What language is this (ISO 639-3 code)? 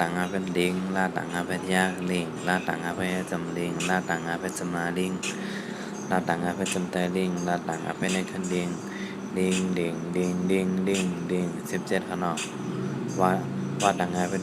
shn